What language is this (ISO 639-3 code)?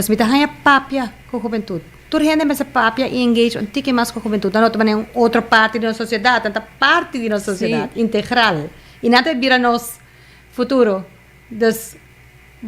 pap